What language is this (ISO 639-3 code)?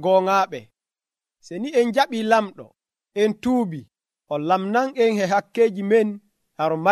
fuv